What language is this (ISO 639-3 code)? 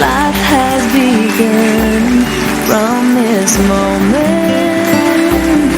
pmx